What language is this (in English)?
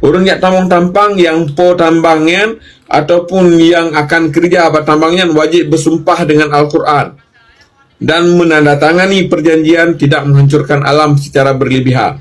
Achinese